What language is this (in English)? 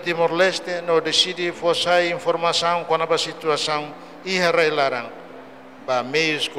Tetum